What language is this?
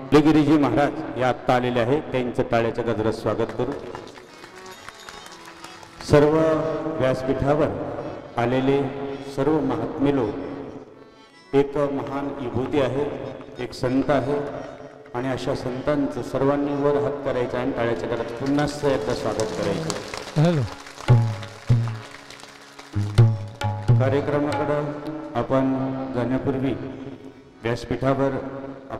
Marathi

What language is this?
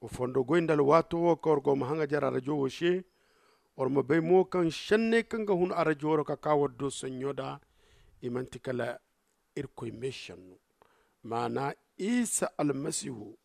Zarma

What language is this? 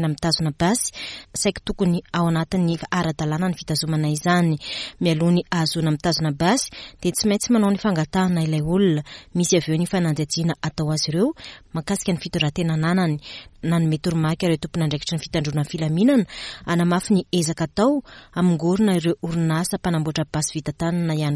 Malagasy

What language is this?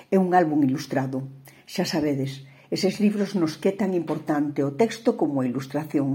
Galician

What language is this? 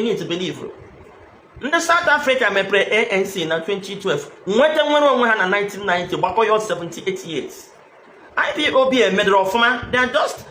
Igbo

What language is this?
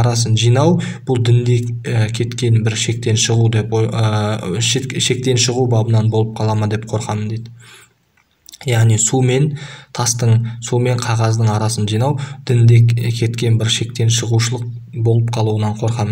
Kazakh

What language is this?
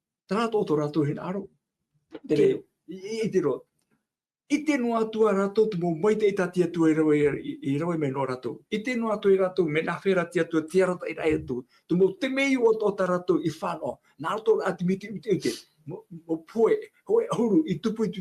Tahitian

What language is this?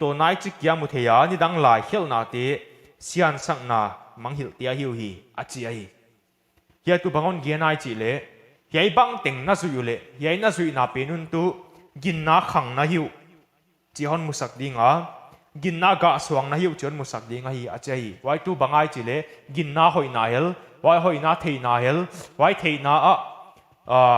Paite Chin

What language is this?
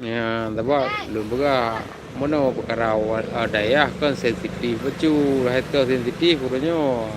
Achinese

